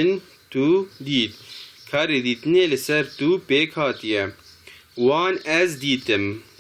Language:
Kurdish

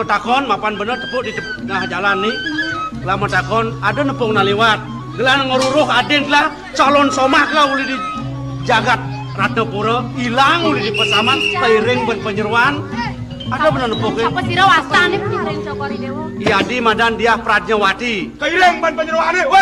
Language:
Balinese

